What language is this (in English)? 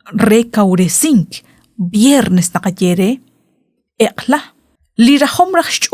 Kekchí